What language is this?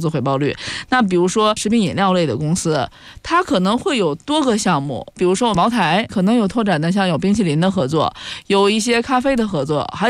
Chinese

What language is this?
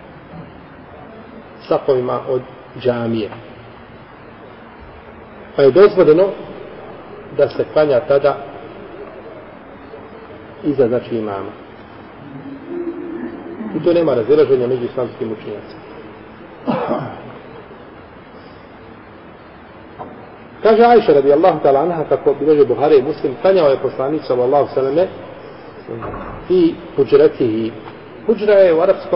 Bosnian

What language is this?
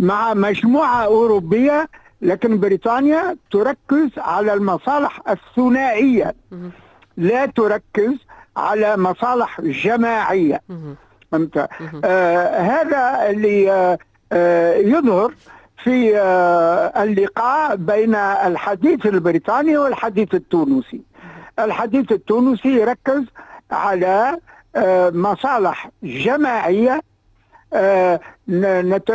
Tunisian Arabic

